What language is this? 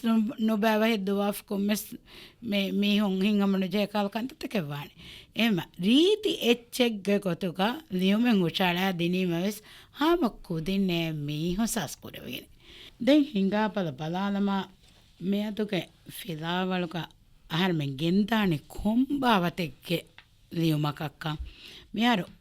Divehi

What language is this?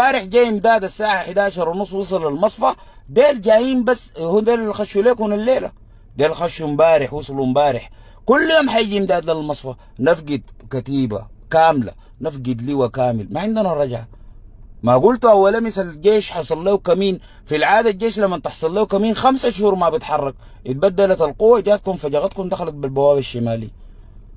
Sudanese Arabic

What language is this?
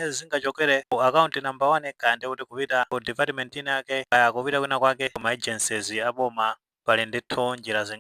Nyanja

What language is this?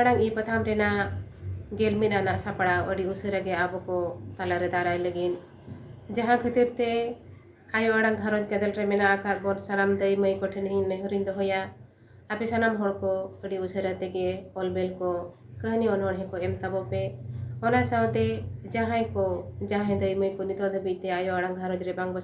Santali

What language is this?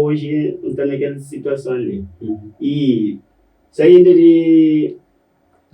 Kabuverdianu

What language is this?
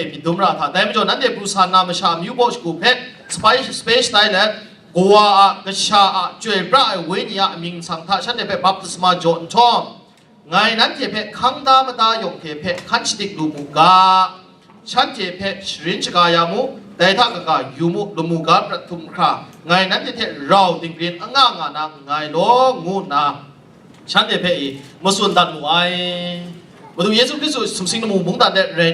Kachin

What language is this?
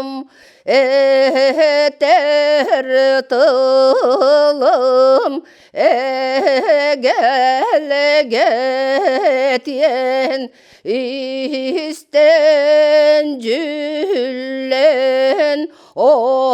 Yakut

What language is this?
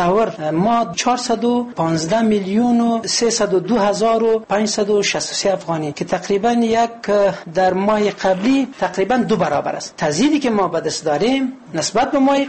Persian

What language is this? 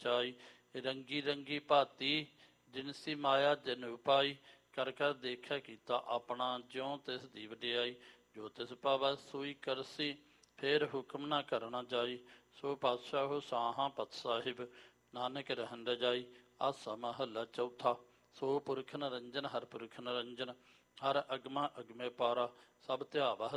Punjabi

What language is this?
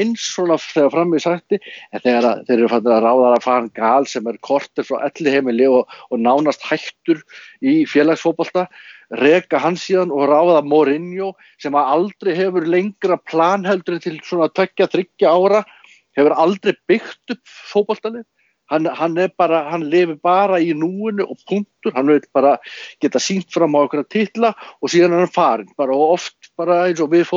Icelandic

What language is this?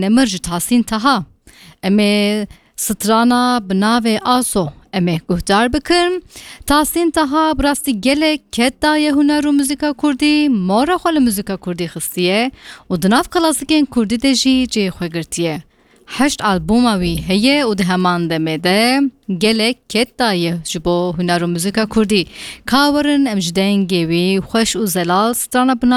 Kurdish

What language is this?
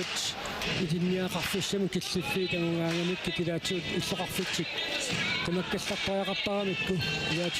Kalaallisut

